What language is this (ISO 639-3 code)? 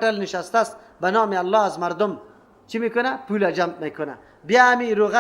fas